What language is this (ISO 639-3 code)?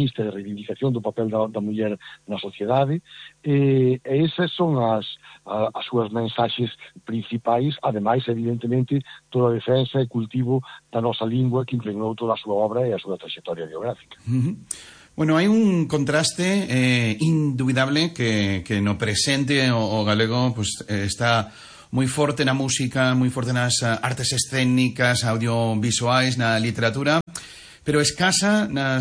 glg